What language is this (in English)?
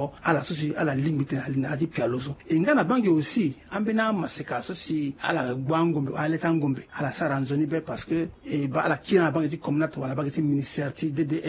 Sango